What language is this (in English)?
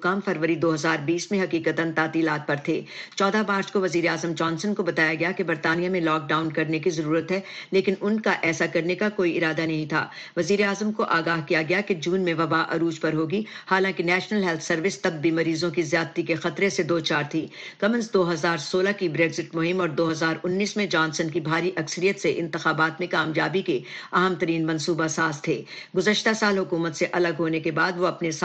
Urdu